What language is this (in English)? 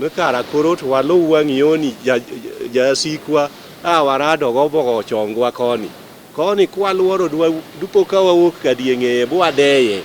Luo (Kenya and Tanzania)